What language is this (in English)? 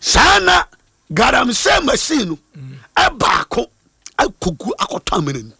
Akan